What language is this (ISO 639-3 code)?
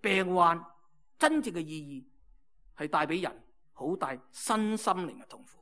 yue